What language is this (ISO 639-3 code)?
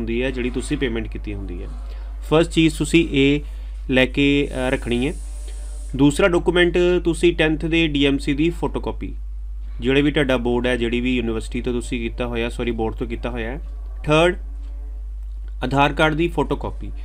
pan